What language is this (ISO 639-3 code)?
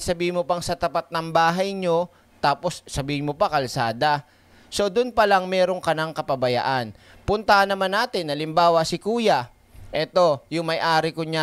fil